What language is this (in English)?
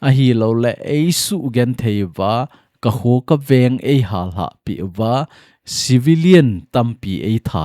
Thado Chin